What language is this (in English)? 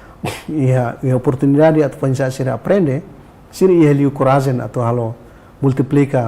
Tetum